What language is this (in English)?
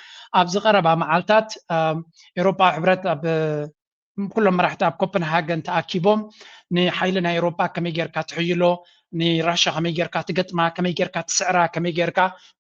Tigrinya